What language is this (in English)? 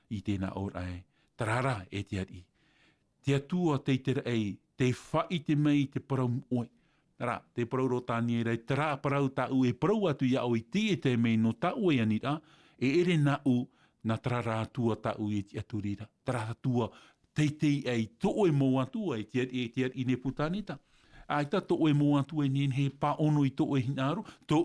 Tahitian